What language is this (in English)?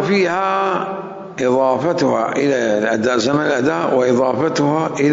Mesopotamian Arabic